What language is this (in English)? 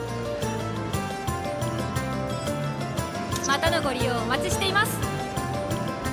Japanese